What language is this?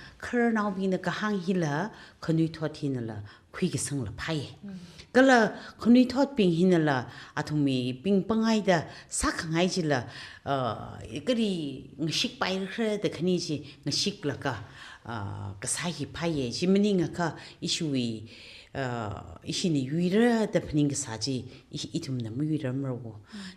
Tangkhul Naga (India)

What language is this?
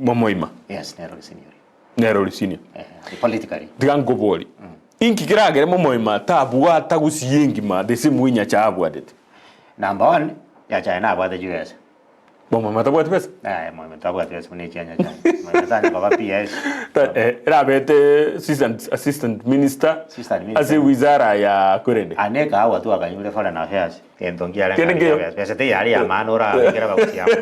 Gusii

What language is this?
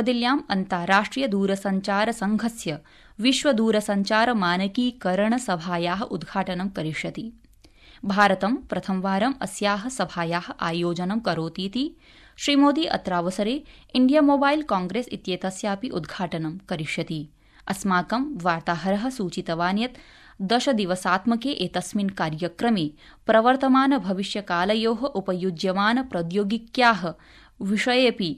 Sanskrit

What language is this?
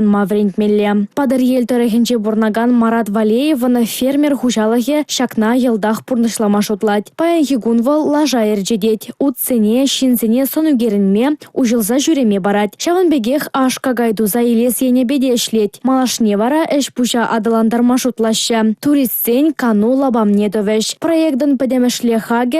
Chuvash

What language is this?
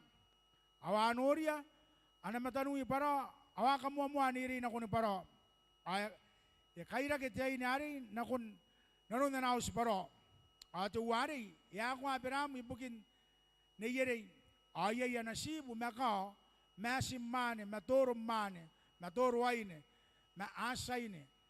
Gilbertese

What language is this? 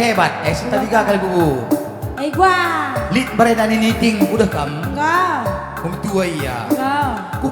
Batak Karo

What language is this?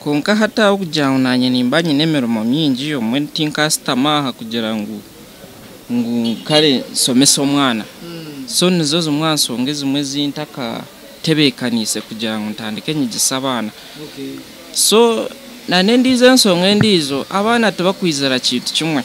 Nyankole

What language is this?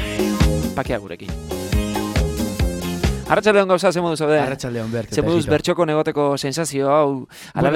Basque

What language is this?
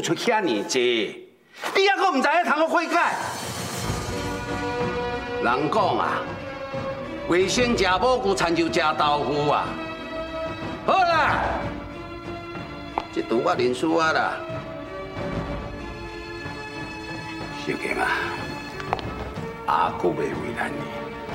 Min Nan Chinese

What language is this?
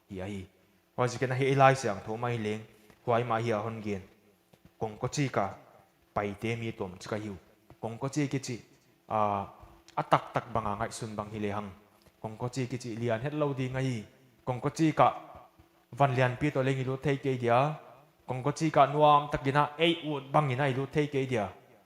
Paite Chin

